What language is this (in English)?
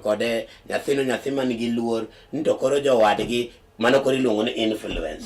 Luo (Kenya and Tanzania)